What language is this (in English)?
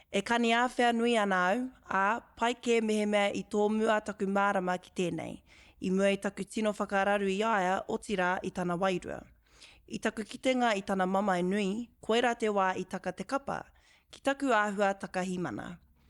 Māori